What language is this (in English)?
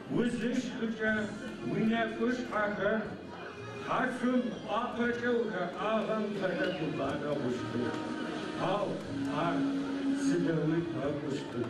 Adyghe